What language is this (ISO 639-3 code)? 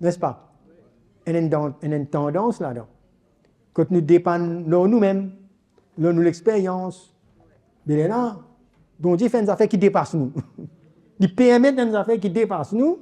mfe